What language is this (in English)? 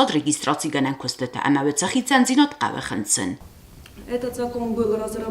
Ossetic